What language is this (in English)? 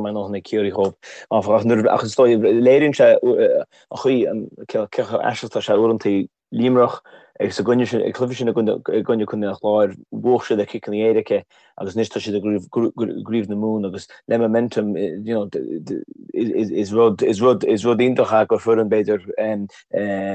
Irish